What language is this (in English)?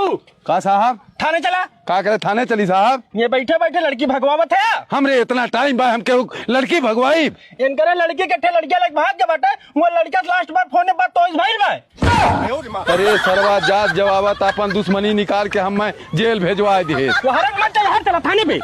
Awadhi